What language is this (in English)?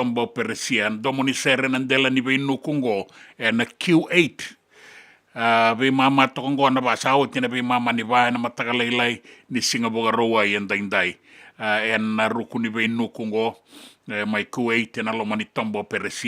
Fijian